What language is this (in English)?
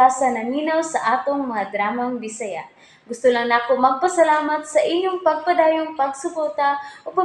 Cebuano